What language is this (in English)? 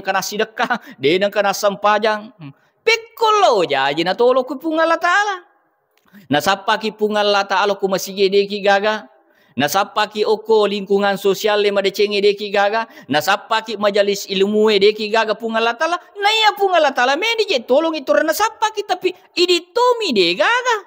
Buginese